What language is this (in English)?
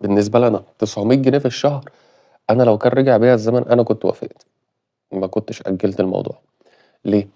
Egyptian Arabic